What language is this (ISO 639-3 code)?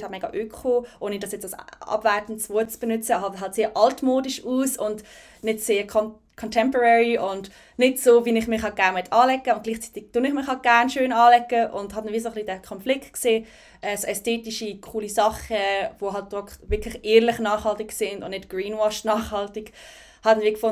gsw